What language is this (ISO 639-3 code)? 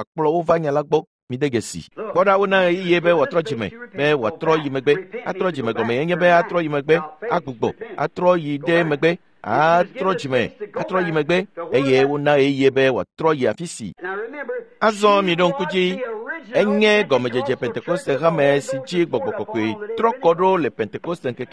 ewe